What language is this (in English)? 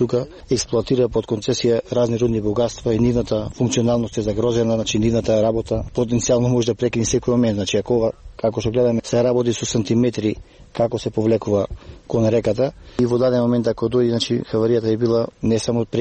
Macedonian